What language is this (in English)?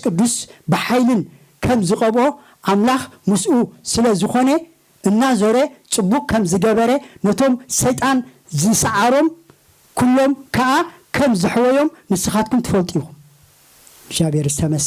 Tigrinya